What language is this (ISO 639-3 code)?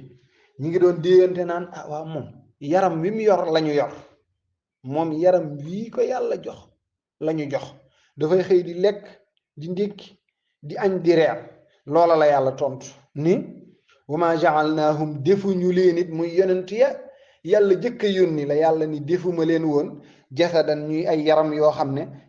wol